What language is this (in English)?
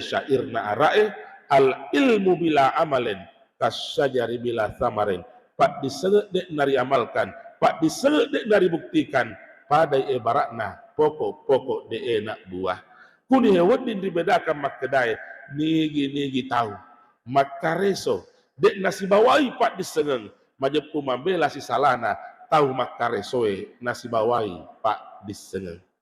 Buginese